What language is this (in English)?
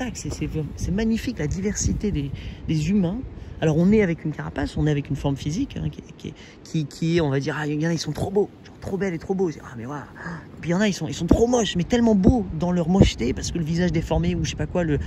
French